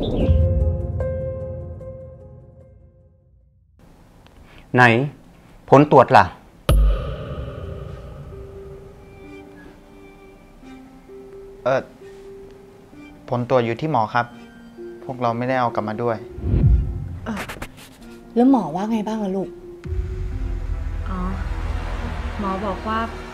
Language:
Thai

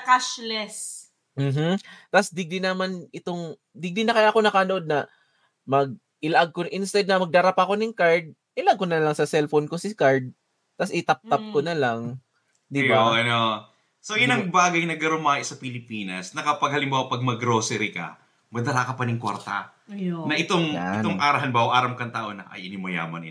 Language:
Bikol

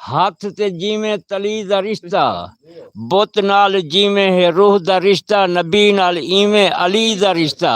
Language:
Saraiki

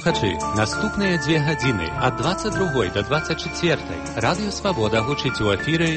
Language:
Belarusian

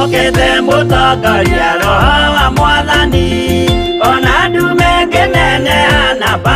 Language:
Kikuyu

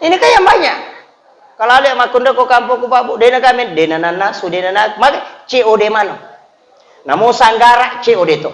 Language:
Buginese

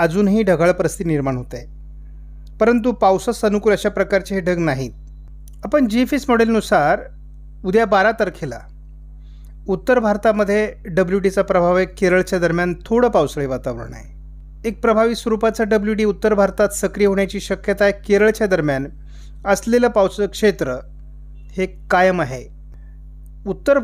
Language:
Marathi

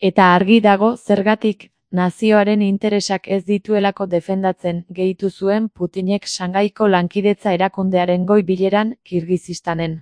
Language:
Basque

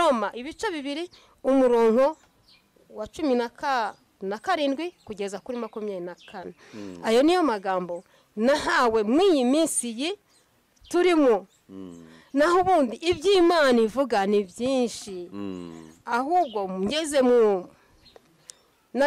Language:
Kinyarwanda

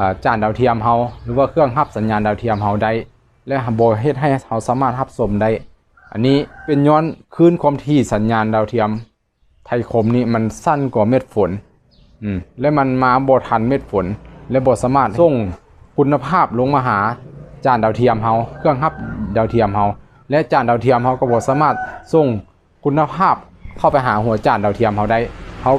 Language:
Lao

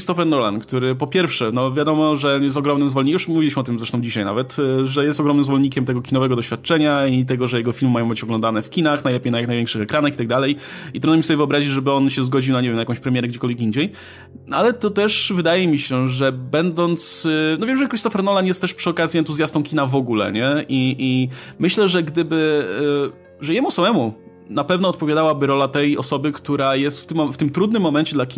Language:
Polish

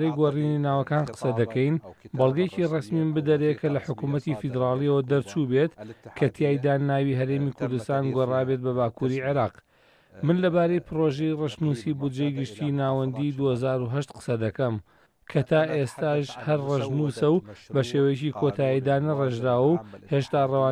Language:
Central Kurdish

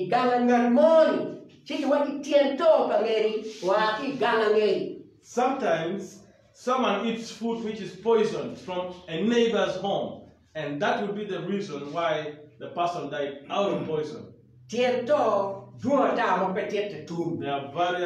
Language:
Acoli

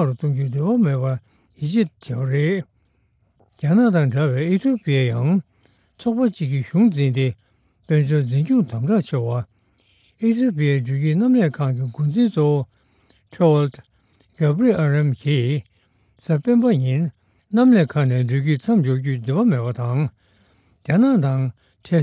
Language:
Tibetan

